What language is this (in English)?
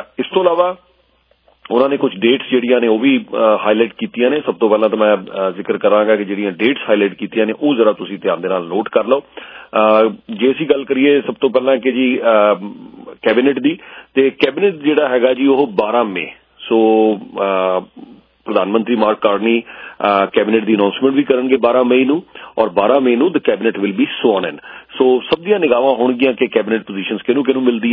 Punjabi